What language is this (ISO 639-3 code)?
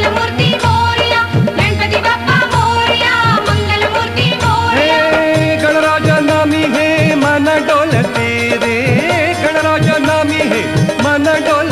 mar